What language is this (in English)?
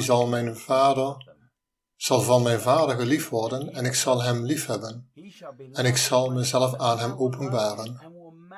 Dutch